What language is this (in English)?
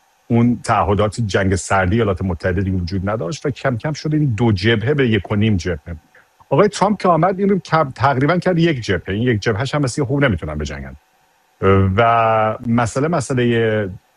Persian